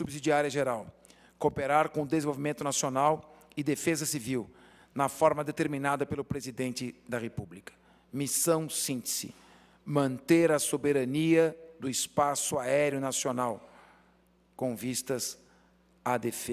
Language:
Portuguese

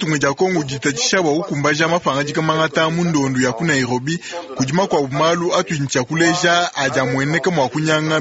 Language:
Luba-Lulua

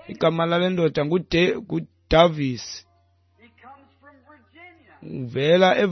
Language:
Xhosa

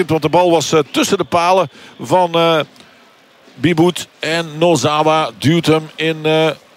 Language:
Dutch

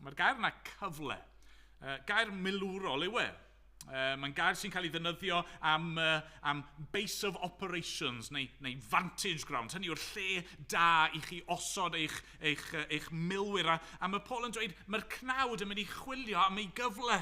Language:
Welsh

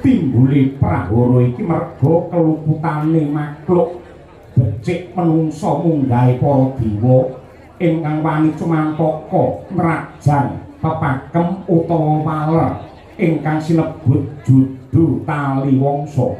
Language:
Javanese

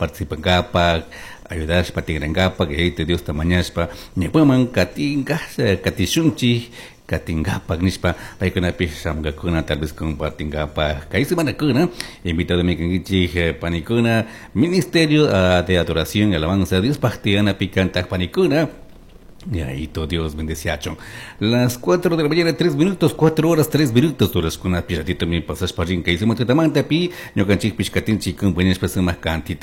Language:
Chimborazo Highland Quichua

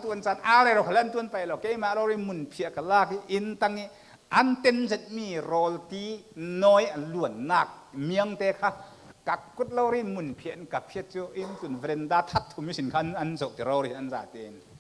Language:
Falam Chin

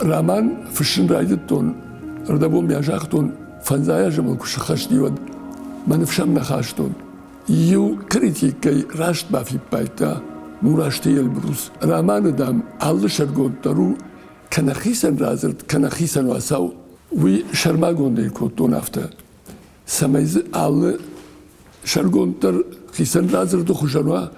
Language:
Ossetic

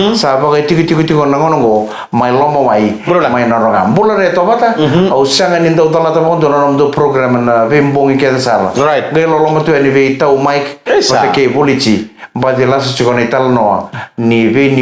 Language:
Fijian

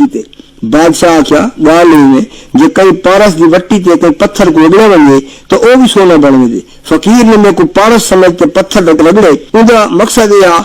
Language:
Saraiki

